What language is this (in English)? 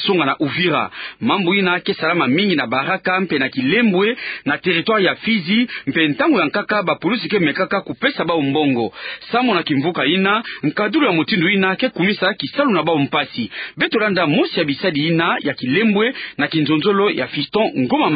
Kituba (Democratic Republic of Congo)